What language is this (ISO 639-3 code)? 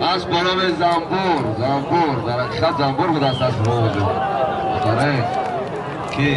tgk